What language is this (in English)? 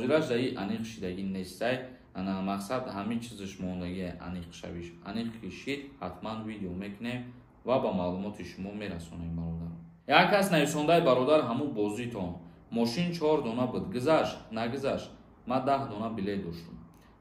Tajik